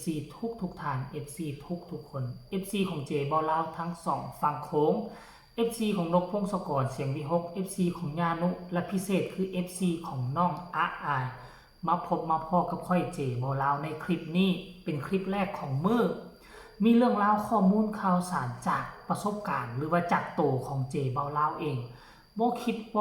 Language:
Northeastern Thai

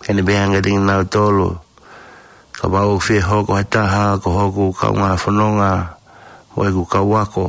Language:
Tongan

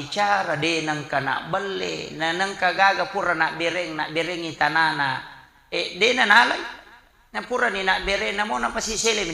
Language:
Buginese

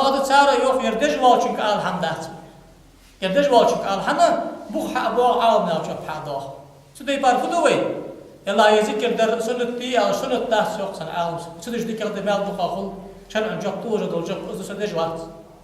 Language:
Ingush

